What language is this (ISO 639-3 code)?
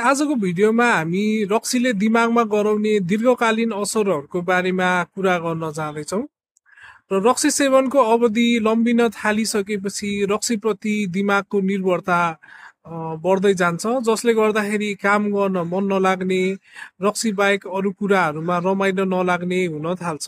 nep